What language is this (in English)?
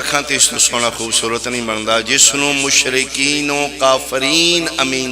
Pahari-Potwari